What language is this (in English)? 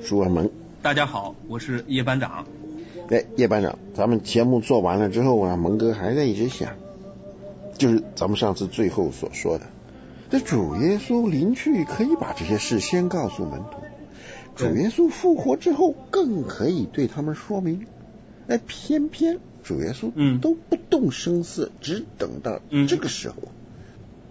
Chinese